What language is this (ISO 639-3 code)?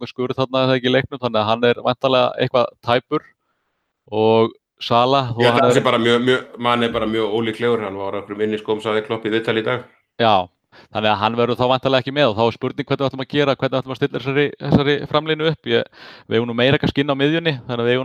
isl